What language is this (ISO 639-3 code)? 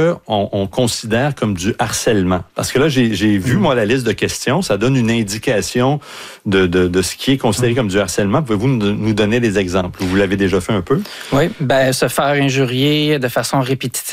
fra